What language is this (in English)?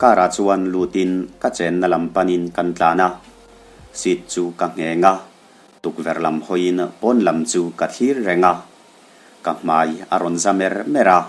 Mizo